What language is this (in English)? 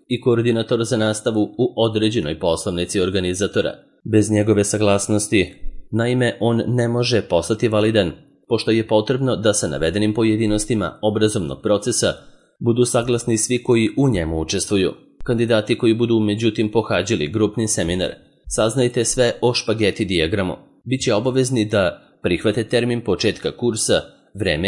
Serbian